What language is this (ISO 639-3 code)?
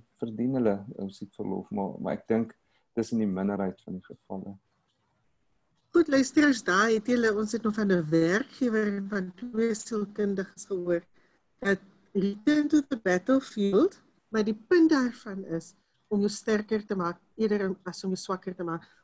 afr